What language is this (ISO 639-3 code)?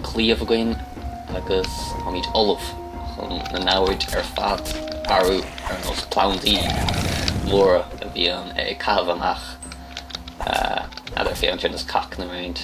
gle